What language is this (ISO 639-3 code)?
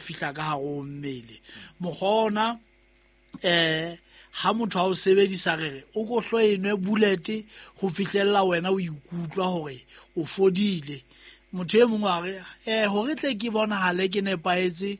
sot